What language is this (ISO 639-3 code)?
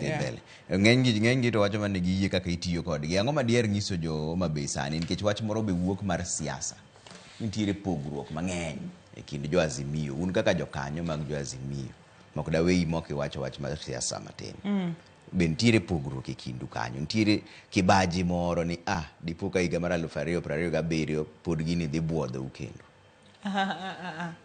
luo